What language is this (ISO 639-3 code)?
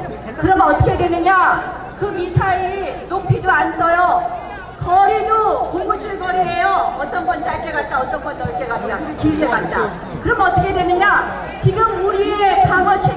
kor